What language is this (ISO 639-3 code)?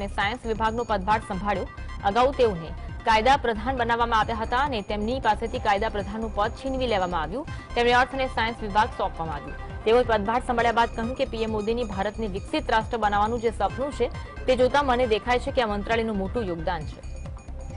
guj